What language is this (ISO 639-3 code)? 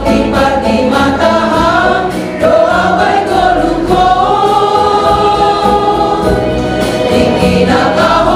bts